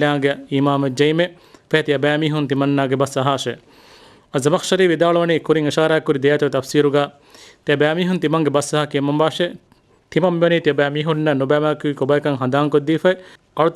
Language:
Divehi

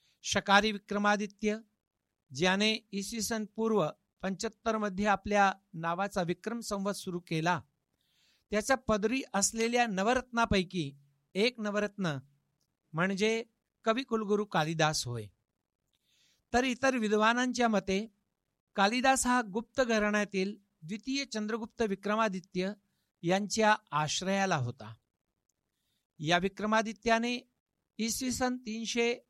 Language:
Marathi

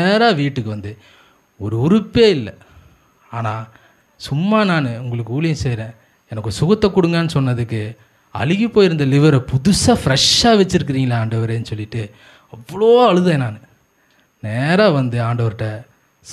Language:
Tamil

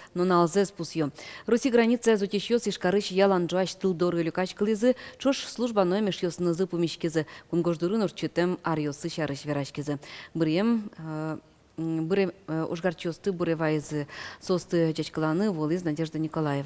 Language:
Udmurt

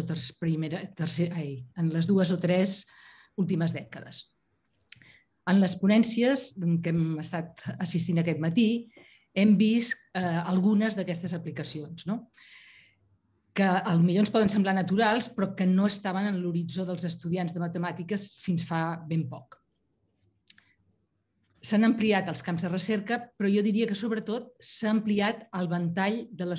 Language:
Catalan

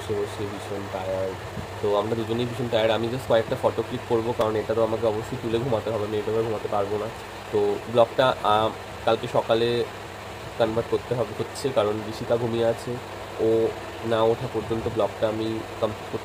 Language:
Bangla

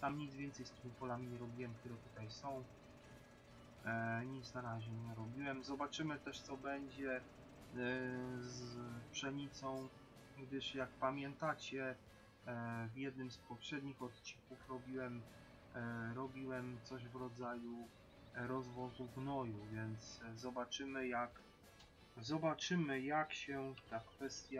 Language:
Polish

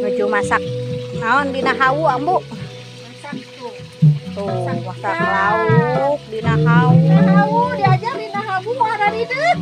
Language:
Sundanese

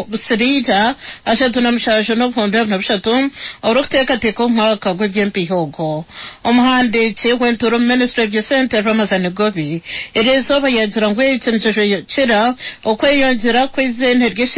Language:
Nyankole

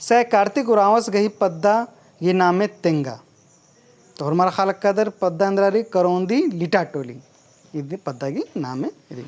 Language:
Kurukh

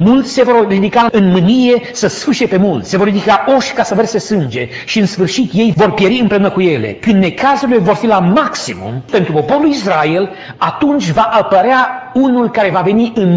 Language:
Romanian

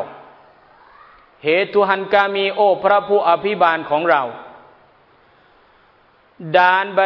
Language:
Thai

